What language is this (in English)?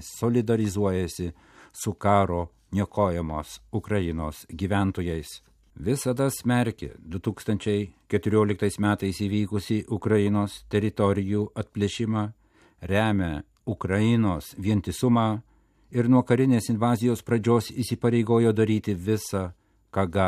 Lithuanian